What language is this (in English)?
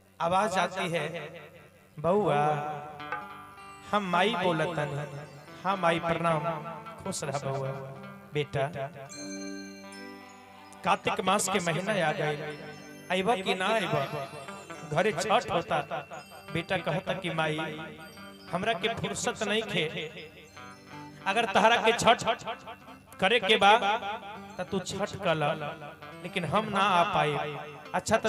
Bhojpuri